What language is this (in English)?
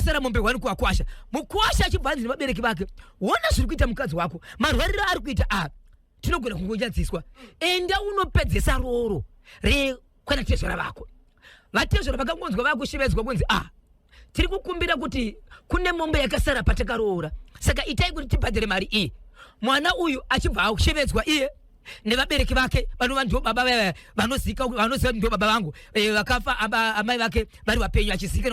Shona